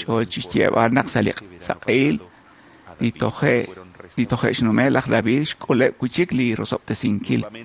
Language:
Kekchí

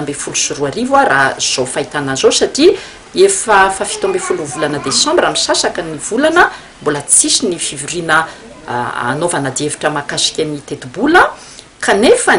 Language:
Malagasy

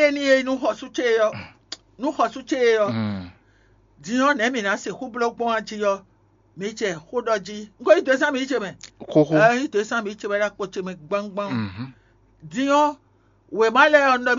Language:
Fon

